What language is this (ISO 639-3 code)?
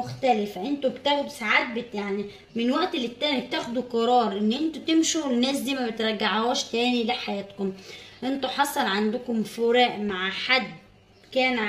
arz